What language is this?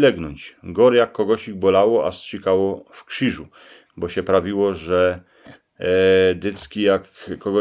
Silesian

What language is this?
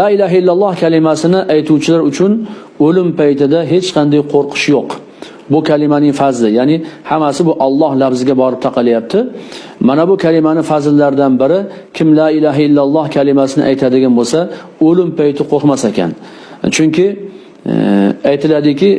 Uzbek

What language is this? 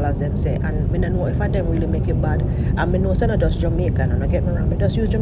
Jamaican Creole English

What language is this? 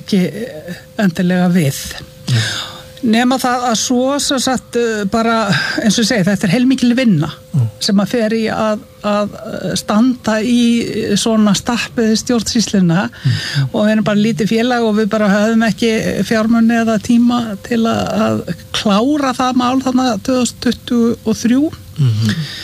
Icelandic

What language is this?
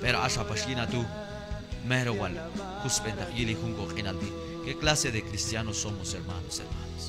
Q'anjob'al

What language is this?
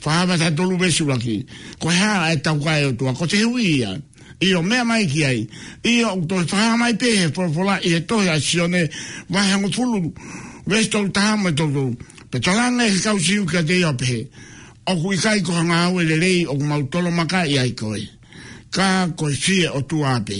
Tongan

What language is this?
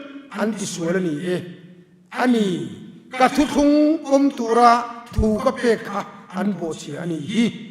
Mizo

